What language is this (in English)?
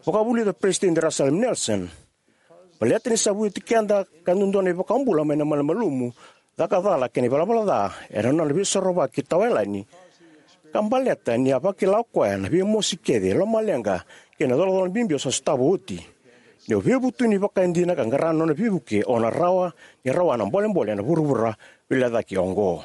Fijian